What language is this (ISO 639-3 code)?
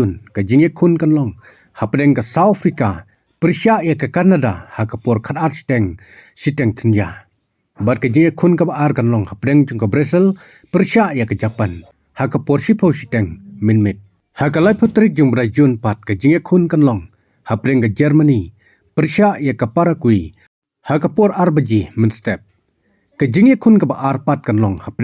kha